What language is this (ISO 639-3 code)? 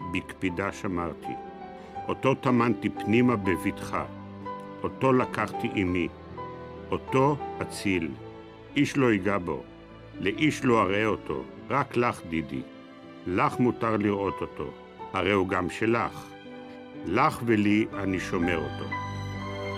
heb